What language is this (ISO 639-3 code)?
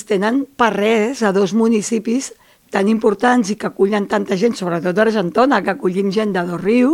cat